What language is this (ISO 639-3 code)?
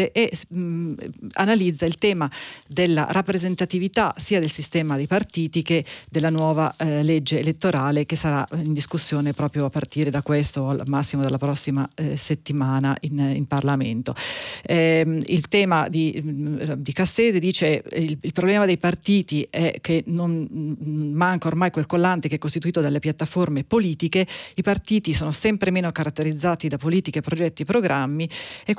ita